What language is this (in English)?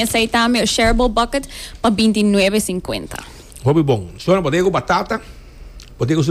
Papiamento